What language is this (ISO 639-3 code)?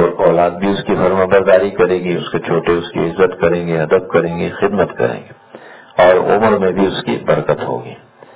urd